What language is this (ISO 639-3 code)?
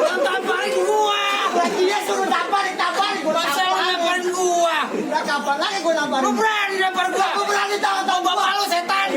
bew